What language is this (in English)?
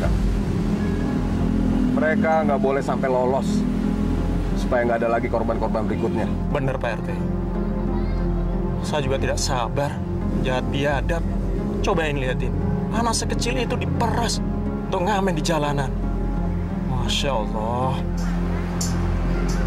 Indonesian